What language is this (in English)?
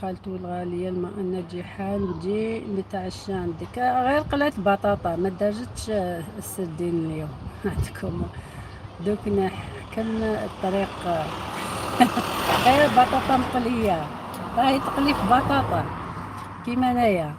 Algerian Arabic